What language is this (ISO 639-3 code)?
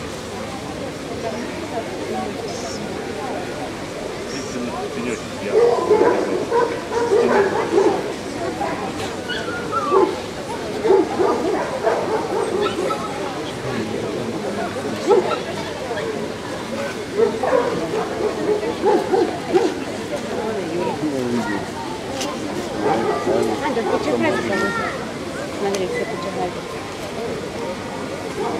rus